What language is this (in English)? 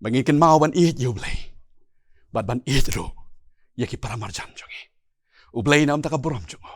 Khasi